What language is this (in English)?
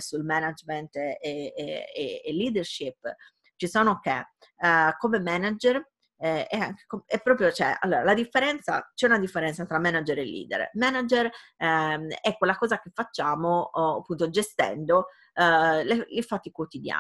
Italian